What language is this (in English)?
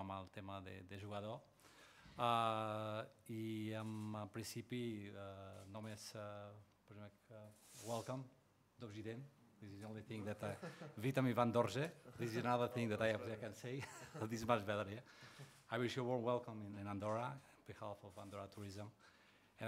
Catalan